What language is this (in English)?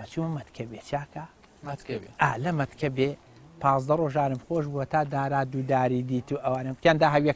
Central Kurdish